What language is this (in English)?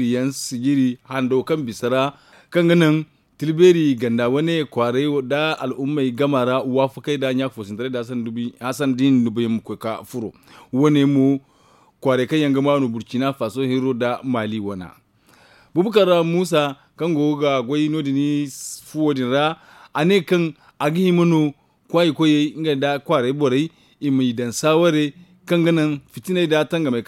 Zarma